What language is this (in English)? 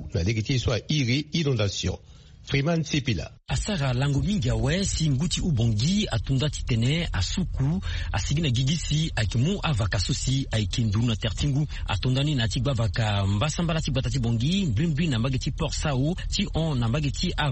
Sango